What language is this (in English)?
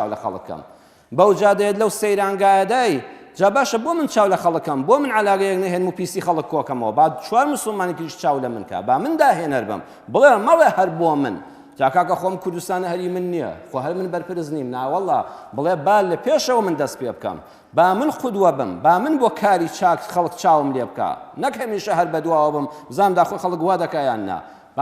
Central Kurdish